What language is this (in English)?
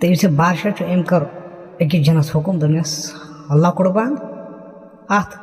Kashmiri